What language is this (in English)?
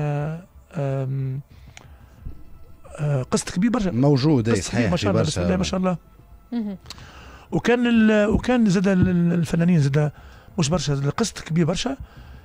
Tunisian Arabic